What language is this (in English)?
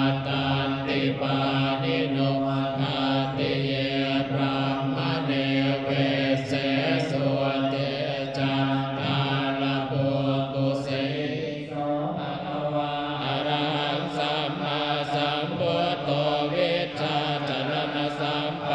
Pali